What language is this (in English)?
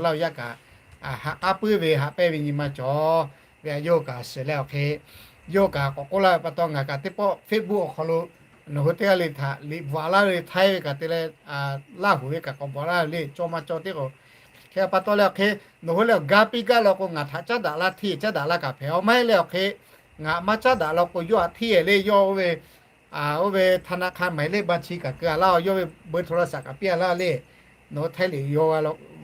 Lahu